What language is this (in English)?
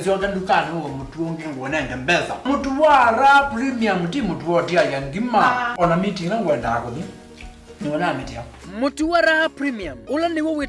Kamba